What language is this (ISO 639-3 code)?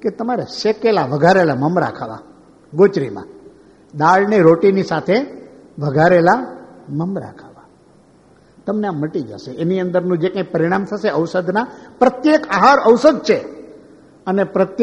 guj